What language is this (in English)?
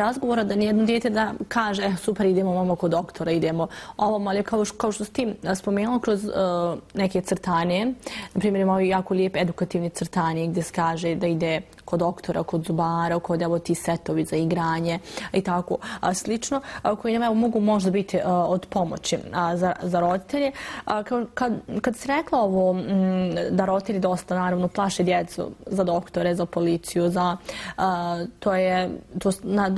Bosnian